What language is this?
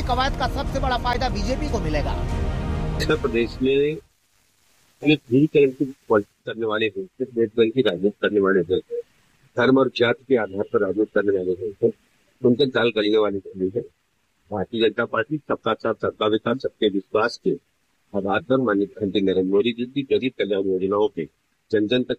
Hindi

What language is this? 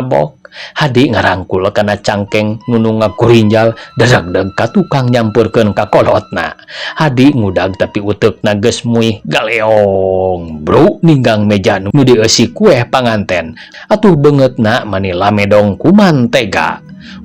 Sundanese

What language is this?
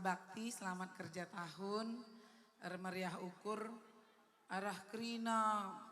Batak Karo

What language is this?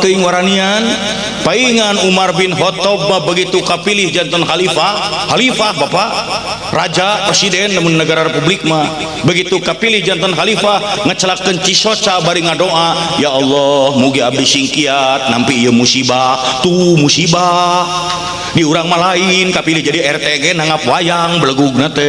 Sundanese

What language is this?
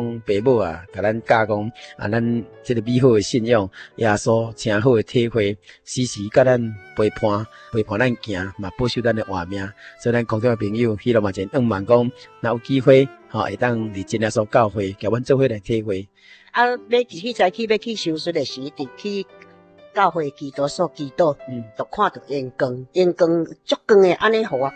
Min Nan Chinese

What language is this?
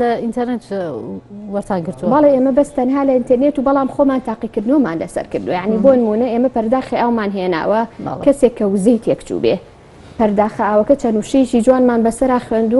Central Kurdish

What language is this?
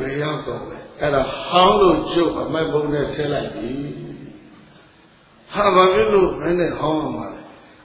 Burmese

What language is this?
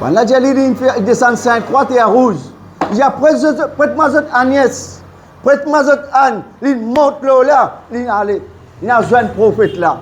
Morisyen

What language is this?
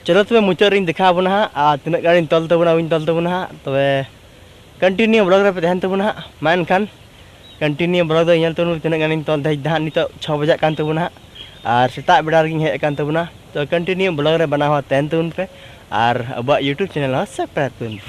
Santali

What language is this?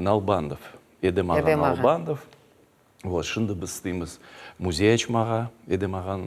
Crimean Tatar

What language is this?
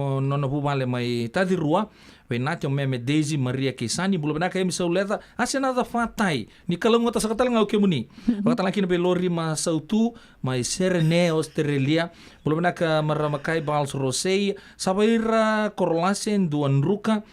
Fijian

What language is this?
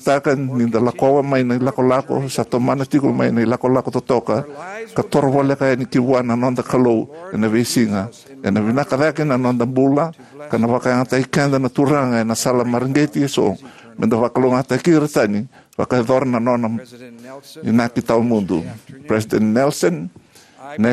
Fijian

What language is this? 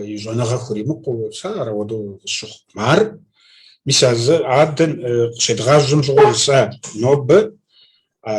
Kabardian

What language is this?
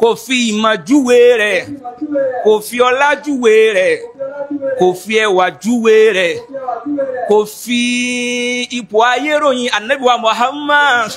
Yoruba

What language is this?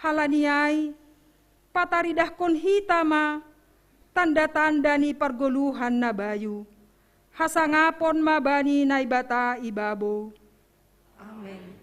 Batak Simalungun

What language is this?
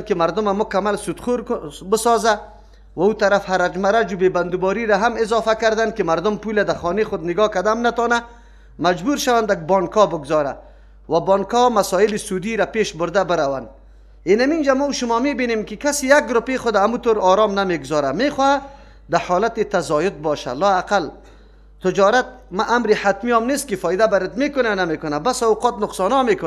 Persian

